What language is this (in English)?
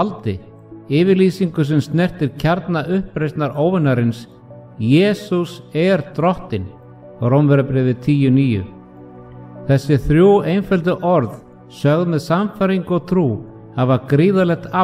Icelandic